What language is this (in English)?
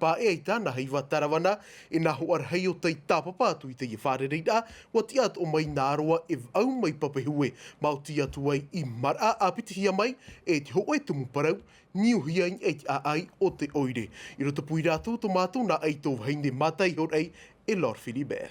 Tahitian